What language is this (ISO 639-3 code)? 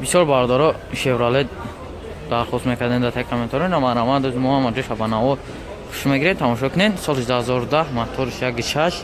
tgk